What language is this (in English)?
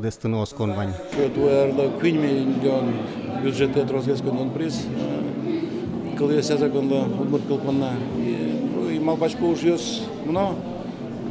Udmurt